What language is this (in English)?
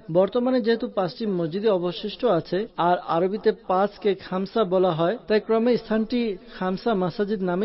Bangla